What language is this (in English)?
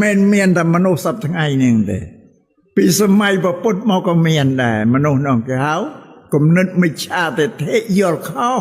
Khmer